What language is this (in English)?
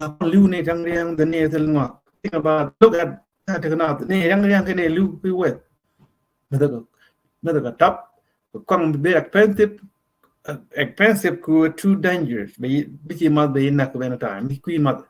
Nuer